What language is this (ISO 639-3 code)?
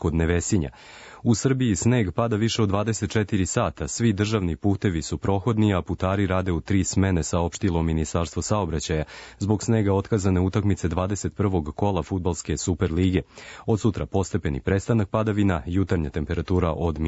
srp